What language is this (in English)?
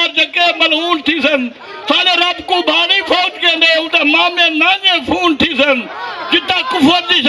Saraiki